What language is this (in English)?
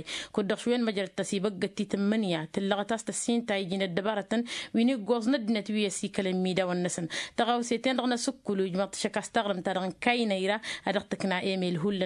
Tamasheq